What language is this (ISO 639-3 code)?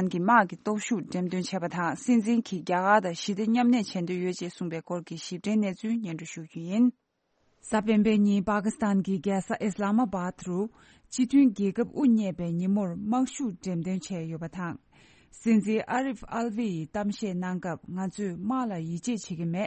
bod